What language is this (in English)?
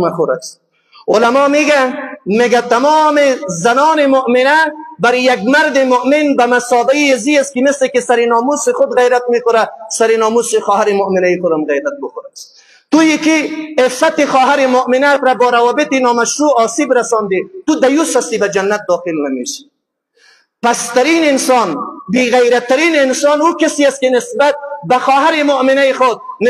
Persian